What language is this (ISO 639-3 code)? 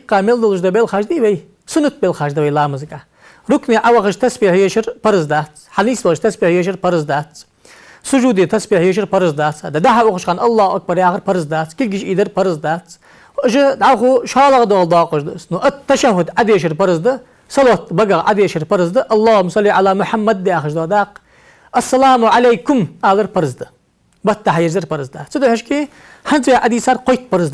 inh